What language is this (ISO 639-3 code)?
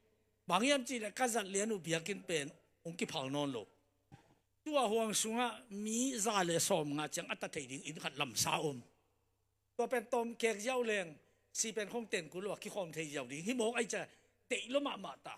ctd